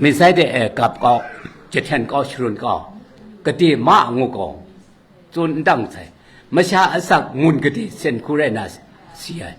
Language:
Kachin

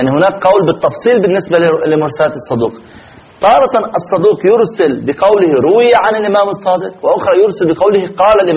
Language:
Arabic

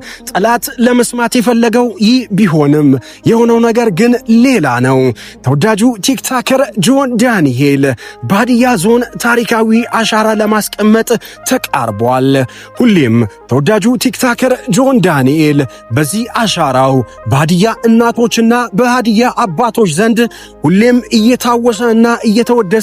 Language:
Amharic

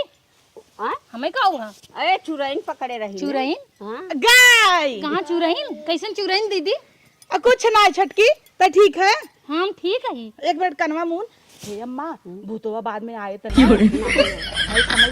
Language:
Awadhi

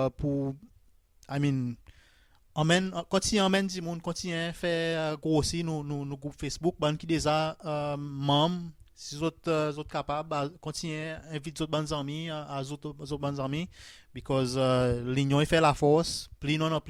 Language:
Seselwa Creole French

